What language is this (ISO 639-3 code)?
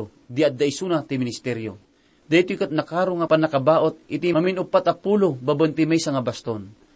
ilo